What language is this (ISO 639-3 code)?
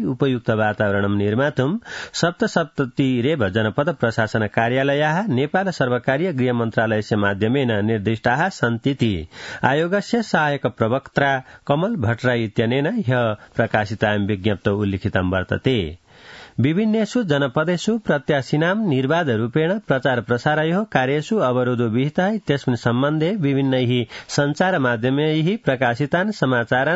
san